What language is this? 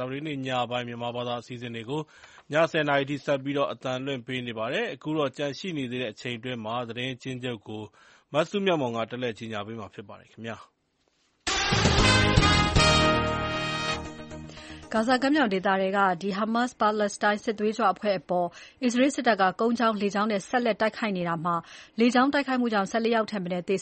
Burmese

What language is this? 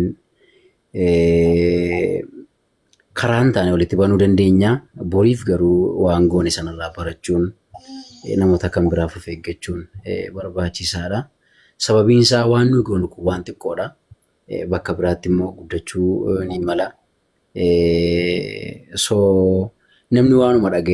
Oromo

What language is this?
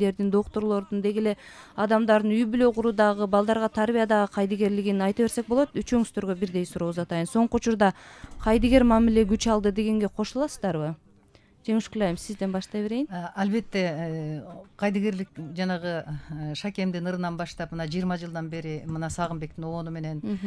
Kyrgyz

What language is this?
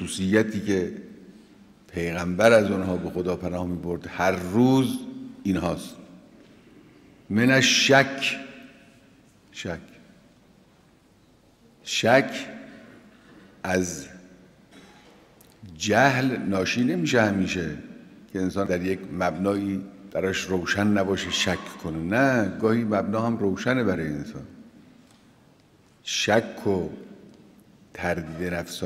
Persian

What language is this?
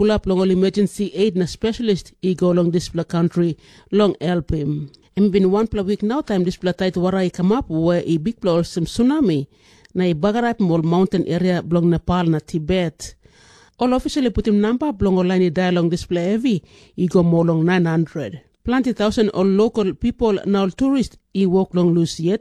Tok Pisin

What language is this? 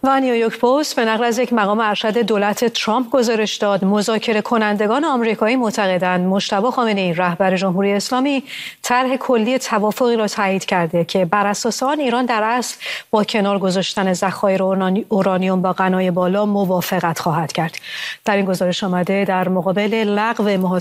Persian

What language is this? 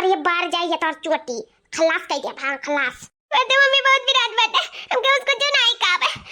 Awadhi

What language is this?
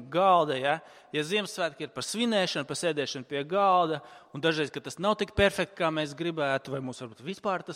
Latvian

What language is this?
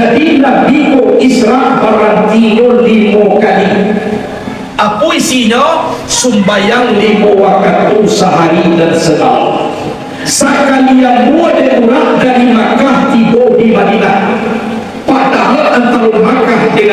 Minangkabau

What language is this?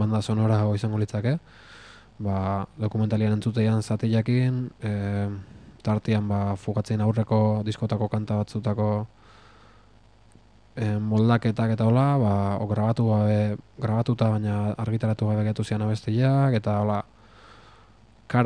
Basque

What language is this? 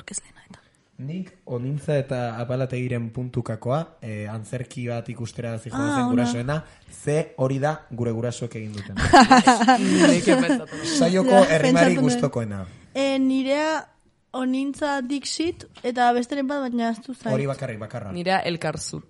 Basque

